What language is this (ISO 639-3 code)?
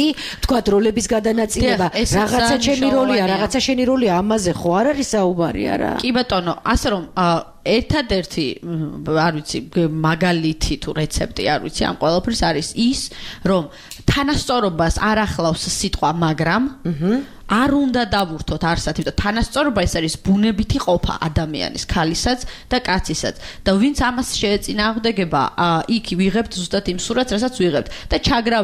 kat